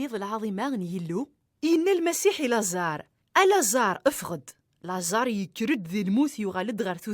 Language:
Kabyle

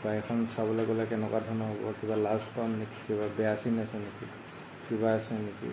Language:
Assamese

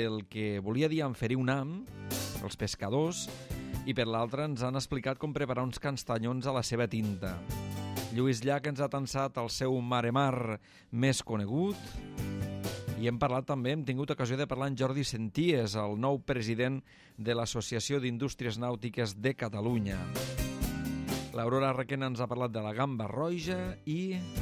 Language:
Catalan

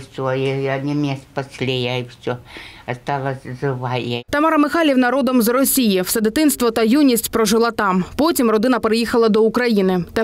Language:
Ukrainian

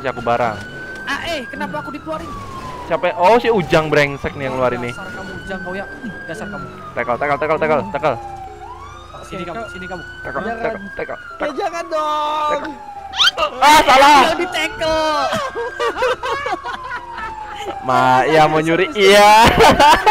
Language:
Indonesian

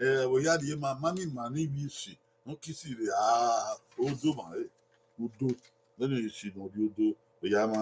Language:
Bini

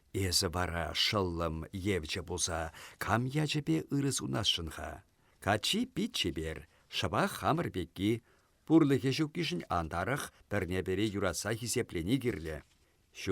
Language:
Chuvash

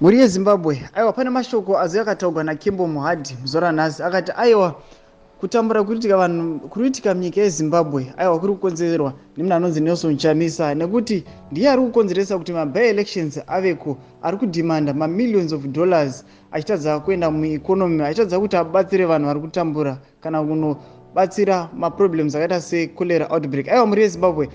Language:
Shona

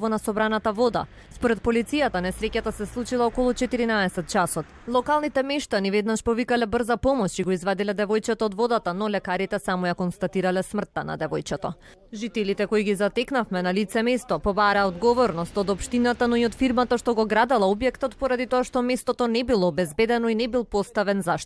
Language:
Macedonian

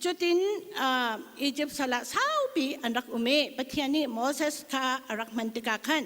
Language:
Hakha Chin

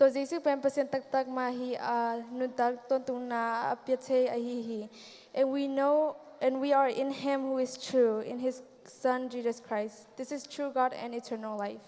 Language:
Tedim Chin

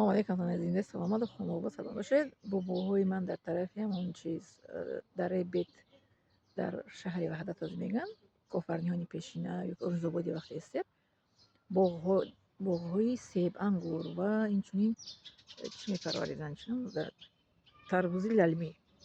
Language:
Tajik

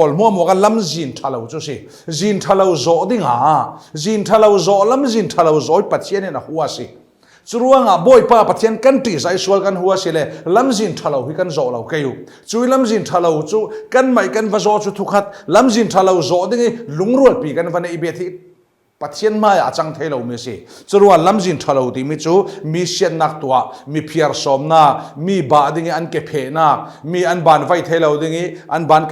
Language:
Falam Chin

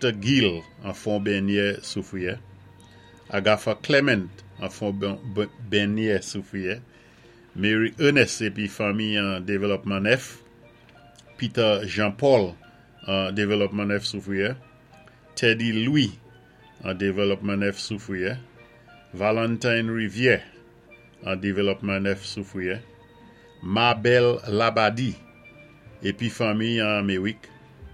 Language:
Saint Lucian Creole French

